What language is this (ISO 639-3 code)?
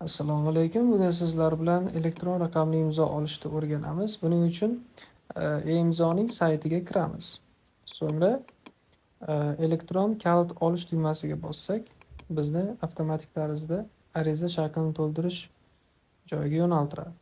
uzb